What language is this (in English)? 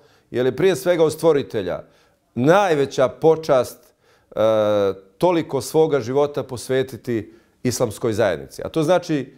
Bosnian